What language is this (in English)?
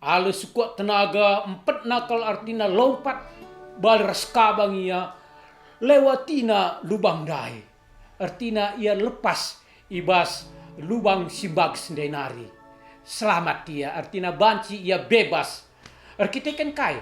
Batak Karo